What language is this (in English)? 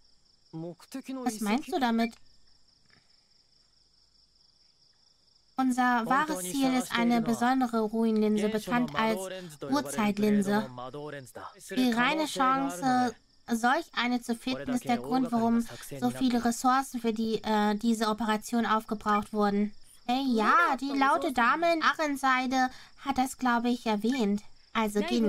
German